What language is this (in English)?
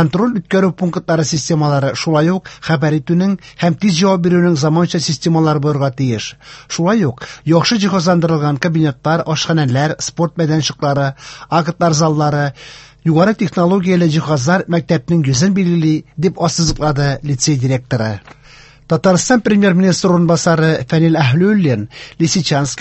Tatar